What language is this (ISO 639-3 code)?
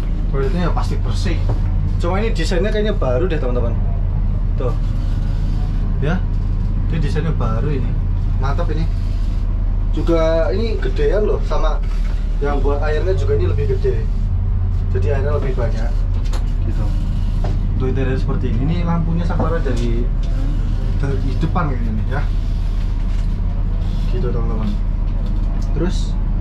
ind